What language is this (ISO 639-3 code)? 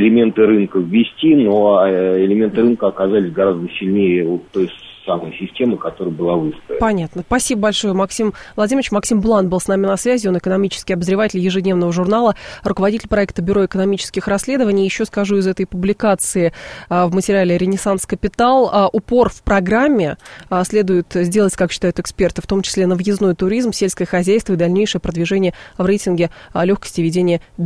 rus